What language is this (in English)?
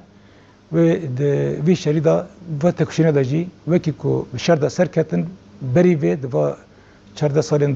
Kurdish